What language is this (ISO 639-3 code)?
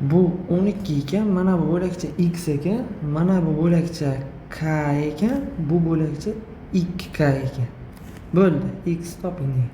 uzb